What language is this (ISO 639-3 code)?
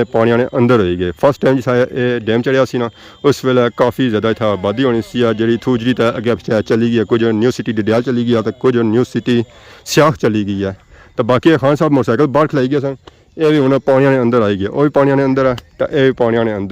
phr